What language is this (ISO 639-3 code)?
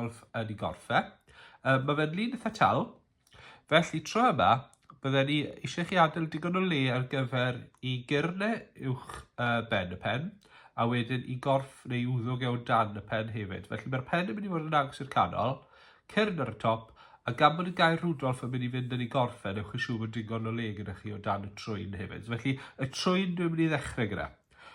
cym